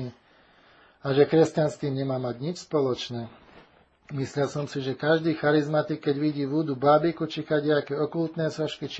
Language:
Slovak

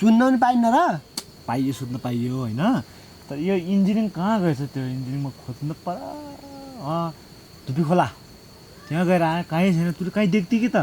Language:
Nepali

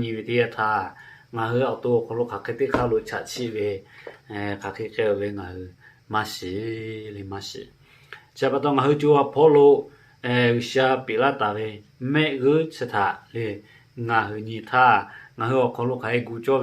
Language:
Lahu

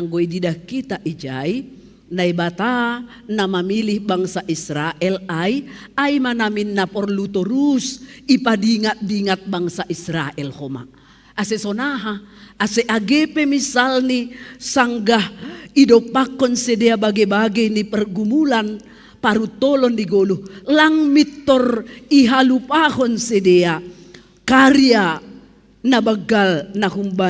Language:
Batak Simalungun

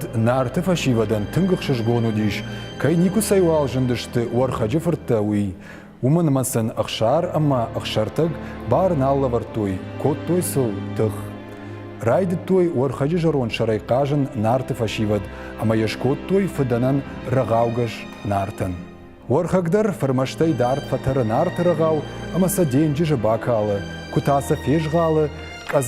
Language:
Ossetic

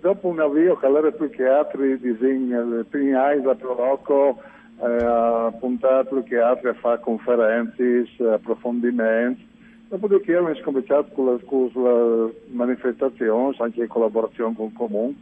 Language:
Friulian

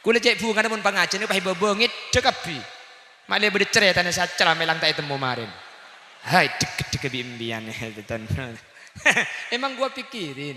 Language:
Madurese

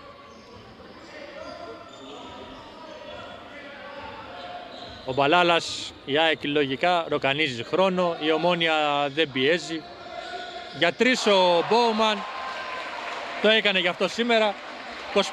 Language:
Greek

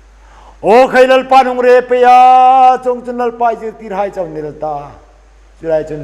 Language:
Hmar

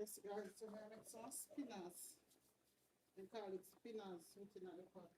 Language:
Jamaican Creole English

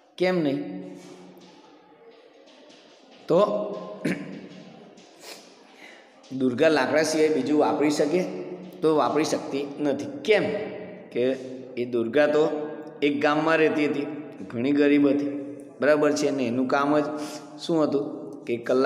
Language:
Gujarati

